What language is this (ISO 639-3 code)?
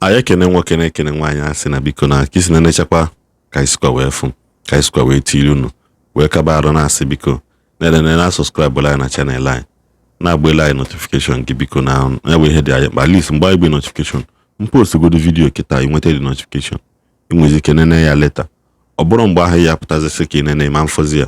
ibo